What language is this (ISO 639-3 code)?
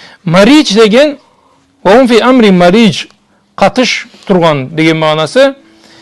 krc